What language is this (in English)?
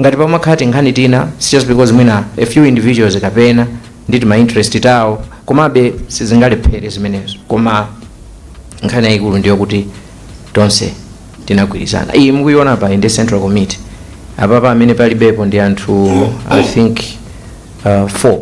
Nyanja